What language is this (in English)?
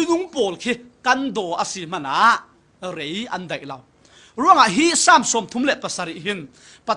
Falam Chin